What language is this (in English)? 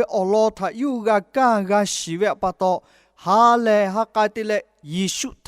Lahu